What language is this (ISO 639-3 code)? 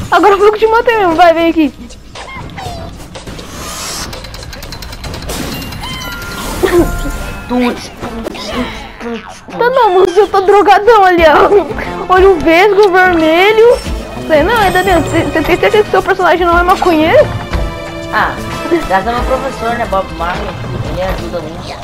por